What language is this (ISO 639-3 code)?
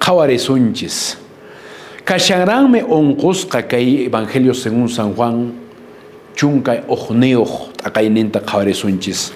que